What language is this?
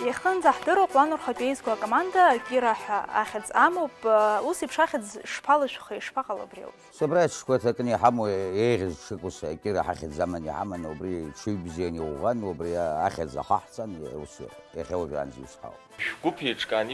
Abkhazian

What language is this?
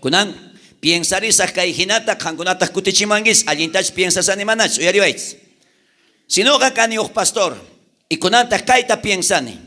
South Bolivian Quechua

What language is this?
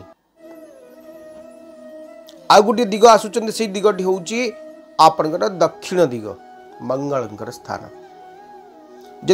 Odia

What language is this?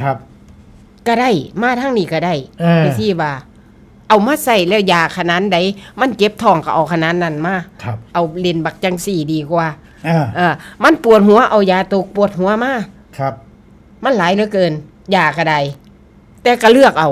Northeastern Thai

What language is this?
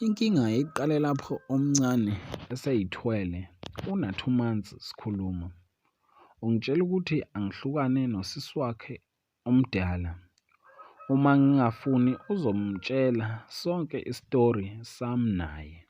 Zulu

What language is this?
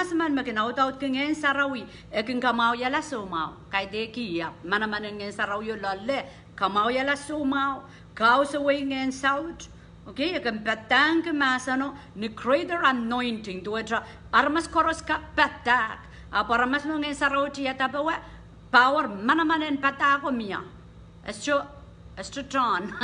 Pohnpeian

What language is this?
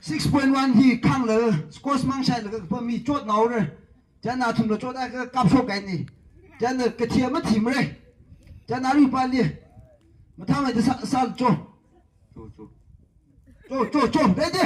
Tangkhul Naga (India)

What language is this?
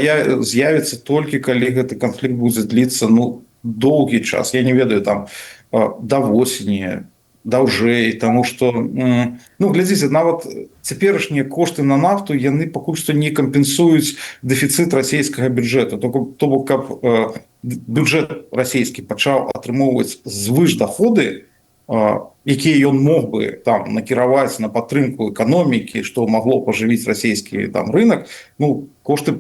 Belarusian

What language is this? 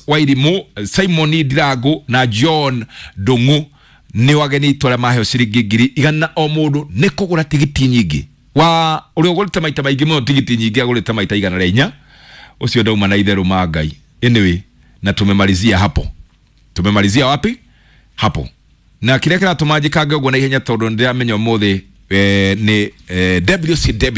Kikuyu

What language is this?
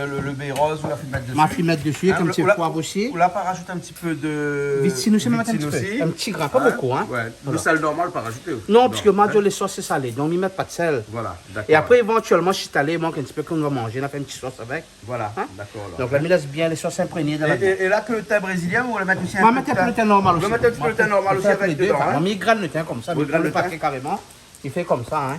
Réunion Creole French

